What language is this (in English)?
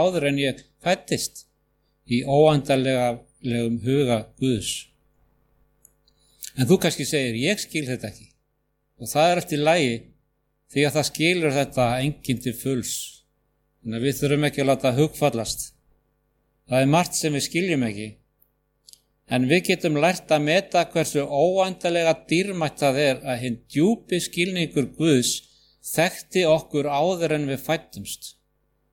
Icelandic